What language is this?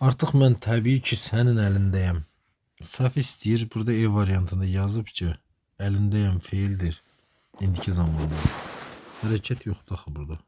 Azerbaijani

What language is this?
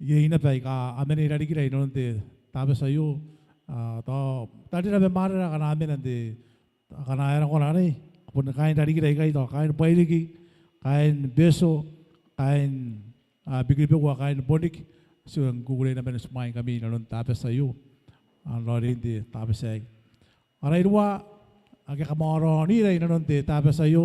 Gilbertese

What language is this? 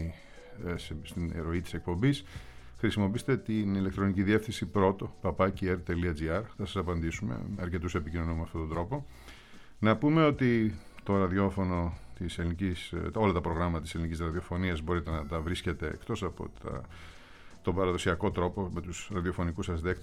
Greek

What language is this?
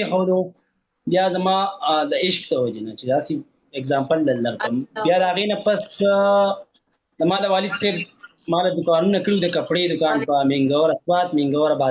Pashto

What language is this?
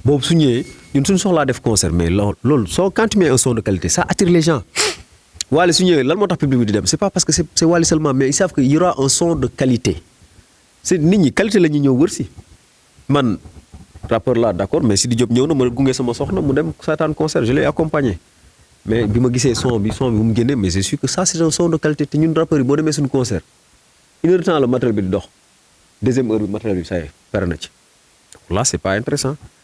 Wolof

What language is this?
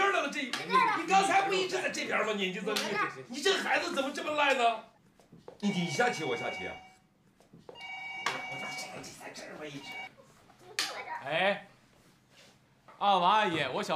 Chinese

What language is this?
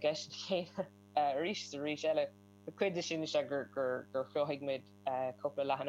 Irish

